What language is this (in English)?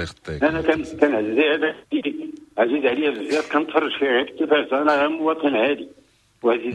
Moroccan Arabic